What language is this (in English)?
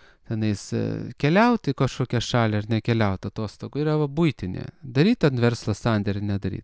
Lithuanian